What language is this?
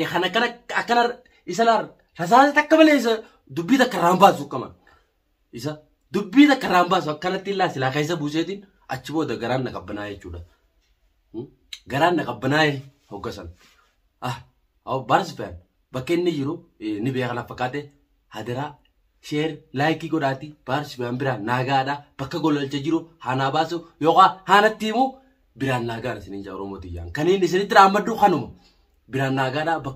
Oromo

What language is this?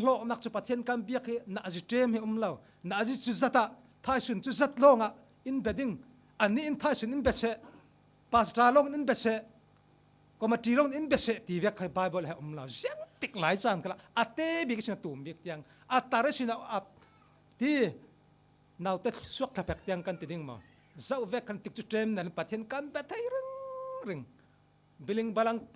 Falam Chin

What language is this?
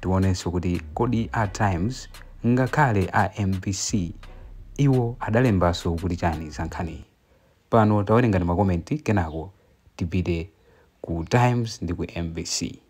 Nyanja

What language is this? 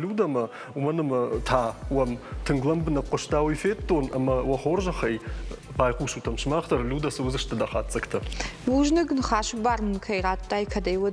Ossetic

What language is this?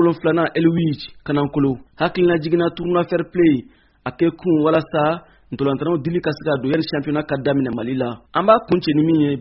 Bambara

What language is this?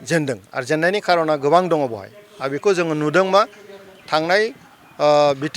Bodo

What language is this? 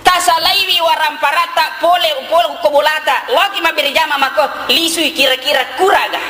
Buginese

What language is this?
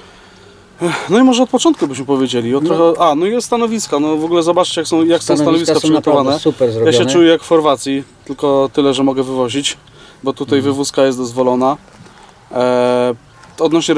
Polish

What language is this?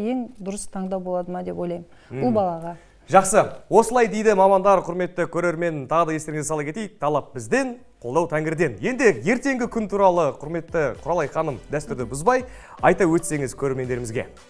Kazakh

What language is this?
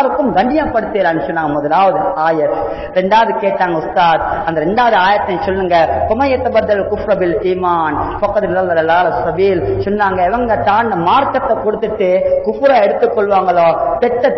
Tamil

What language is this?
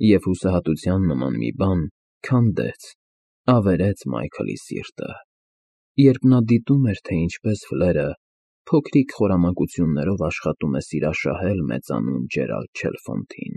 Armenian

